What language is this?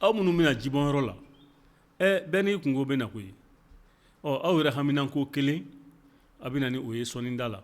Bambara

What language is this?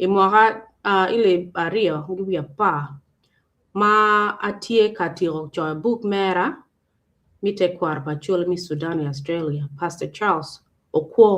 Acoli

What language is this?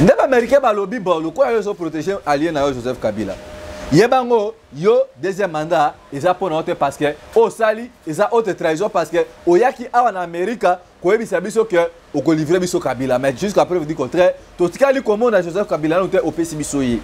Lingala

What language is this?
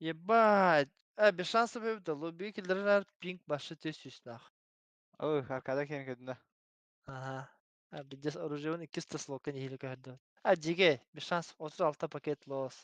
Yakut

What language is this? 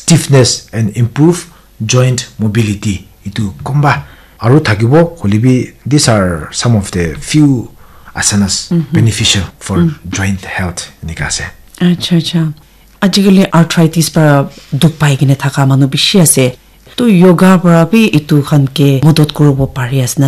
Naga Pidgin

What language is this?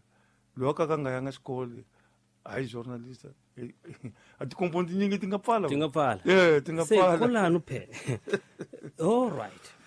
Tsonga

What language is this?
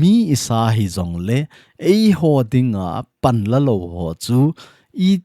Thado Chin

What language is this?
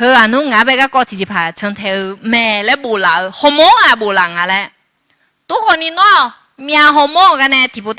Akha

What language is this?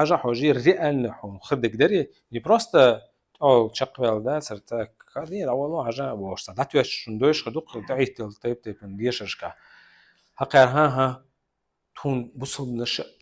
Chechen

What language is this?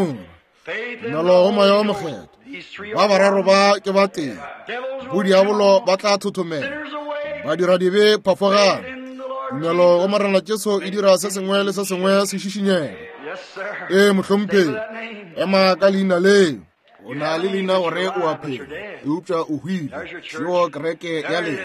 Northern Sotho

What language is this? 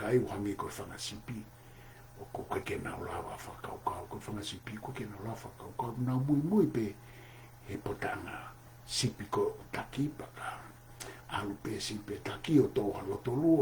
Tongan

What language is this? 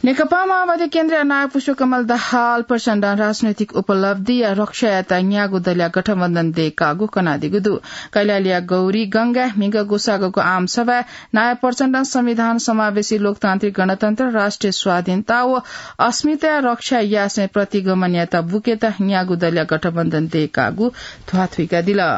Newari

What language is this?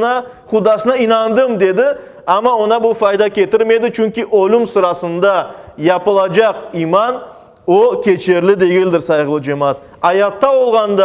Crimean Tatar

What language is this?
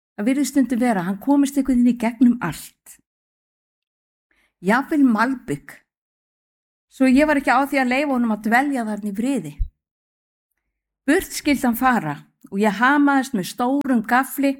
Icelandic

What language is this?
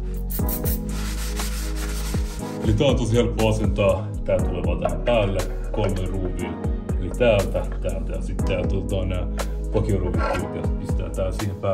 Finnish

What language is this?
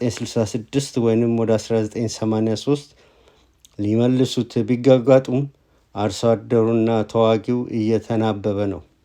Amharic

